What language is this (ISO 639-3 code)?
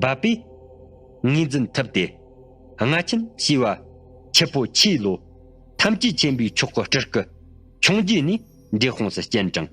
bod